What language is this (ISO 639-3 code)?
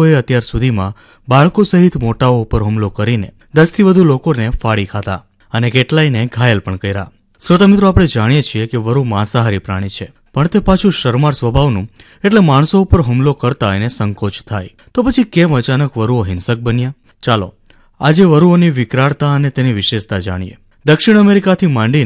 guj